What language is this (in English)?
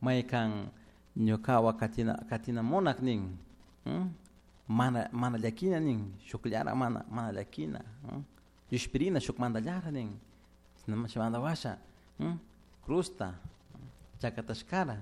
Chimborazo Highland Quichua